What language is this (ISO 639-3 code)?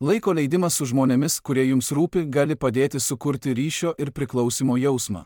lit